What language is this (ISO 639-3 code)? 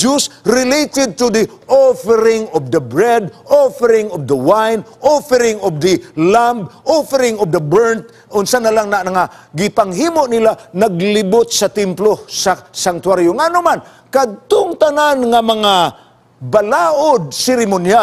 ceb